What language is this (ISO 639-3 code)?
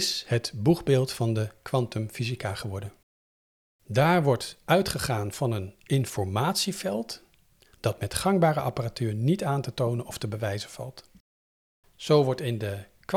nld